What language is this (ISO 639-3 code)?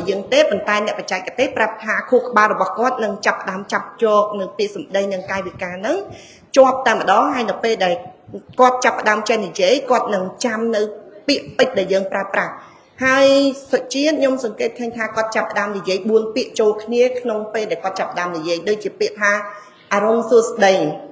khm